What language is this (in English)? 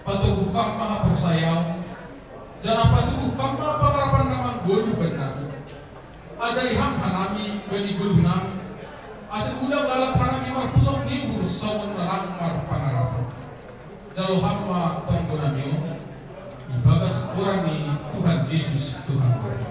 Batak Simalungun